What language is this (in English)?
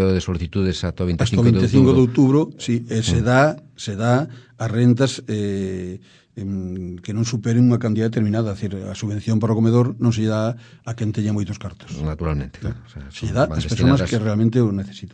Galician